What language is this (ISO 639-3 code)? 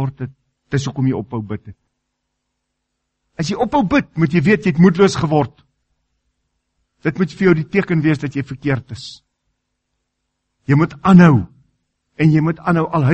afr